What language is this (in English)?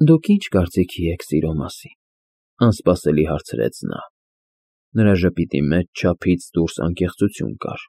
Armenian